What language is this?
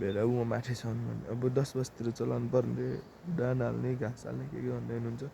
Nepali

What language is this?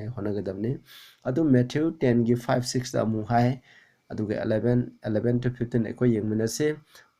Manipuri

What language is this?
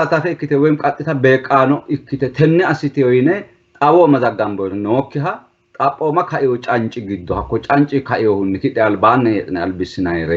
Sidamo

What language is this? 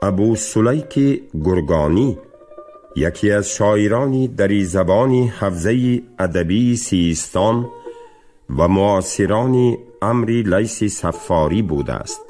Tajik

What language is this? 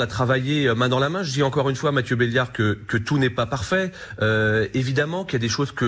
French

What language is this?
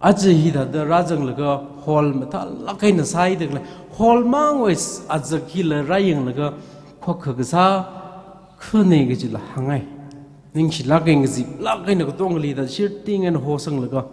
Tangkhul Naga (India)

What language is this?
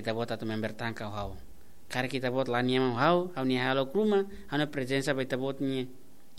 Tetum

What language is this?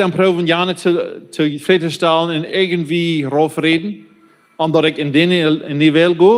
Plautdietsch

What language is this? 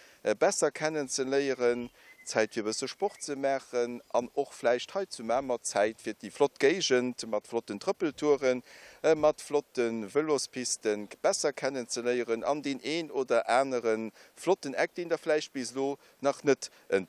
Luxembourgish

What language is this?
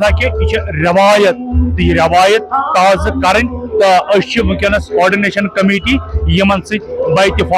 Kashmiri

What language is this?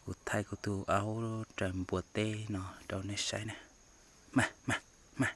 Hmong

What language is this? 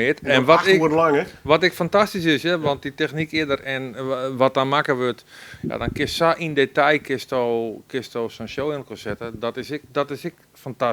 Western Frisian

